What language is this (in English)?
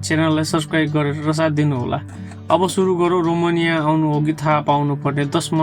Nepali